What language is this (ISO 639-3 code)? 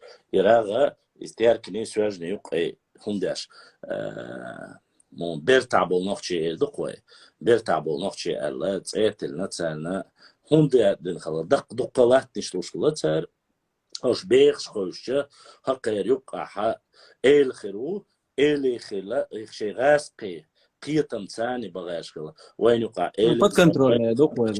che